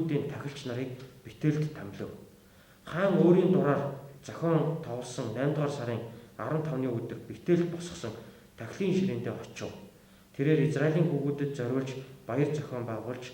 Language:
Mongolian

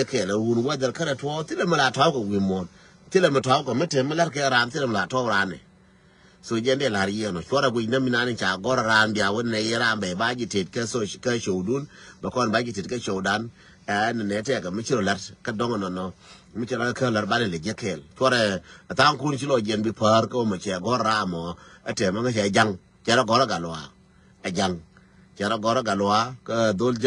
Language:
Nuer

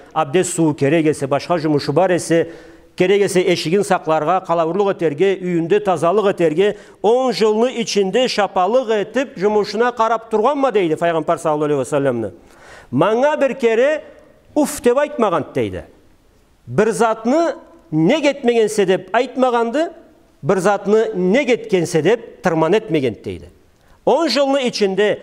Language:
Karachay-Balkar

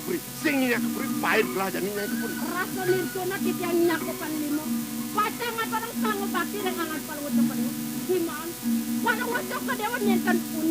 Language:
Balinese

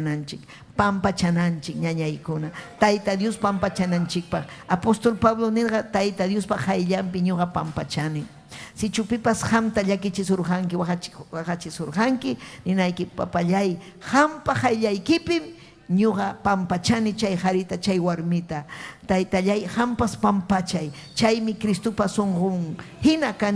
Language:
Ayacucho Quechua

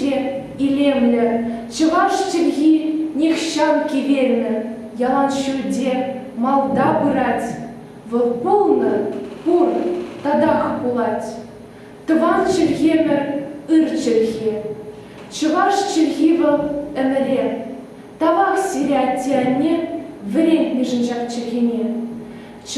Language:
Chuvash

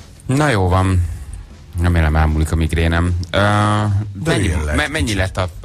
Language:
Hungarian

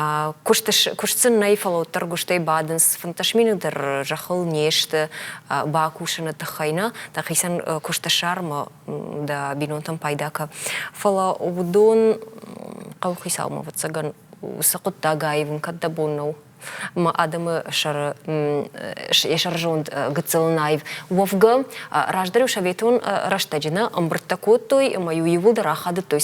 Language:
Ossetic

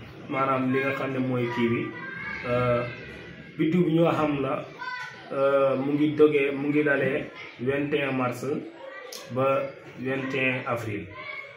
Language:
Wolof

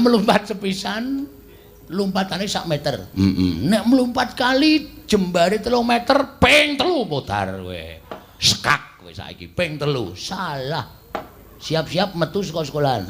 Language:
Javanese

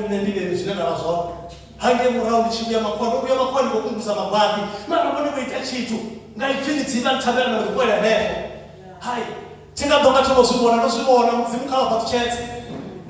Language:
Venda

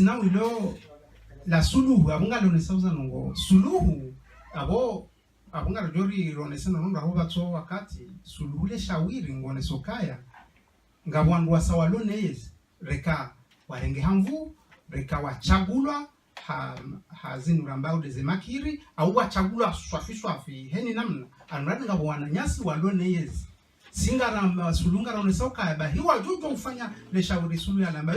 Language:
Ngazidja Comorian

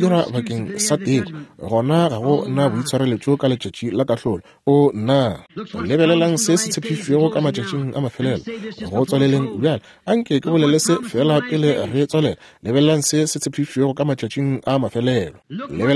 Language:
Northern Sotho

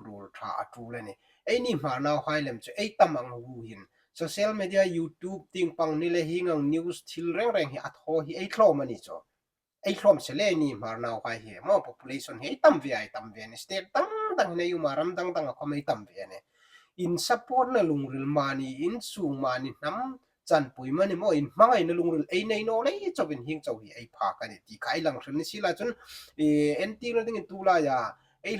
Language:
Hmar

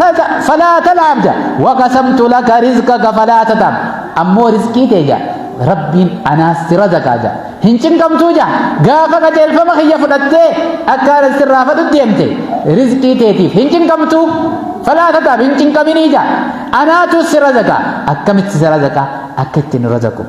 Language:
Oromo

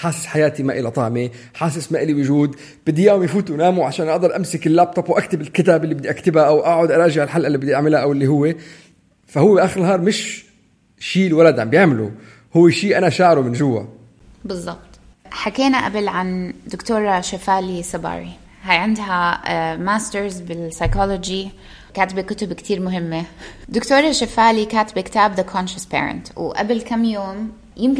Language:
North Levantine Arabic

